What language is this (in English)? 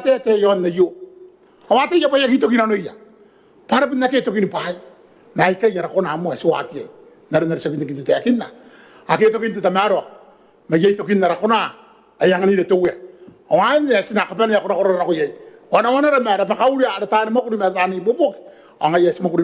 Gilbertese